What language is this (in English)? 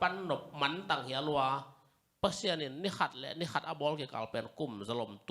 Tedim Chin